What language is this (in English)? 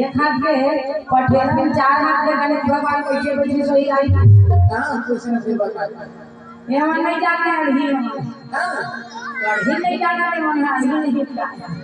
Chhattisgarhi